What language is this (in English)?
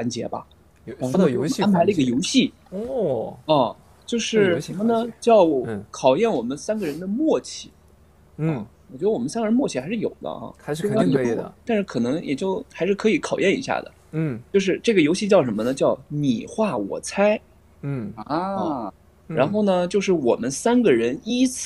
Chinese